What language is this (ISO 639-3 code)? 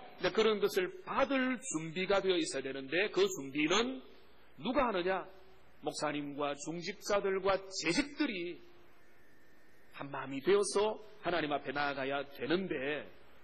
kor